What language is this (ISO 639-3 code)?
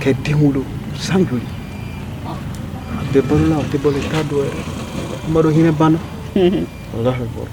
bam